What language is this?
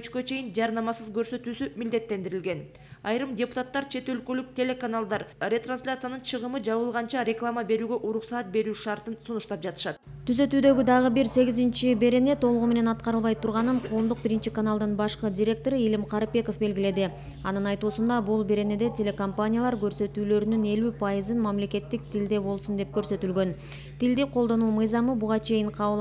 Kyrgyz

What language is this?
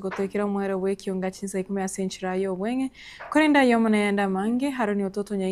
Gusii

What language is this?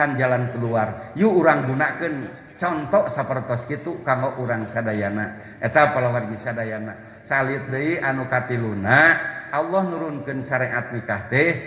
Sundanese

